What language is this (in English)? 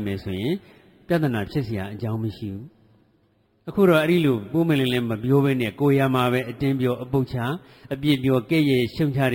Burmese